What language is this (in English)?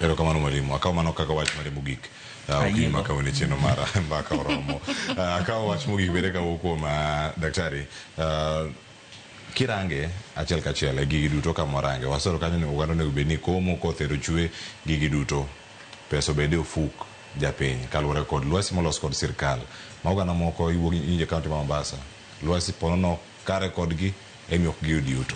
Luo (Kenya and Tanzania)